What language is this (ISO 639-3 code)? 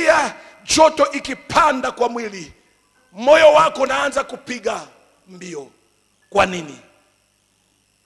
swa